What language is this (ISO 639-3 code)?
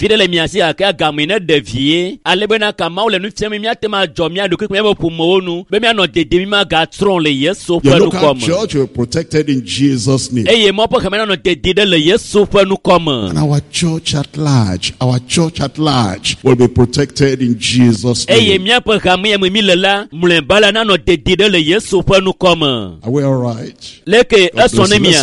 ewe